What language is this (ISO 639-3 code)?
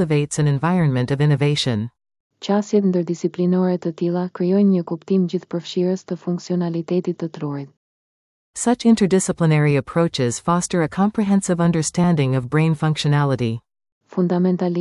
sqi